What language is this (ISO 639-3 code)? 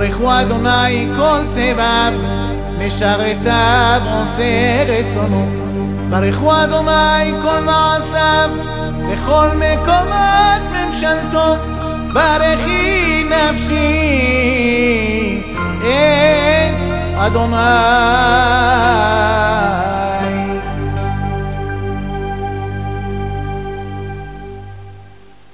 heb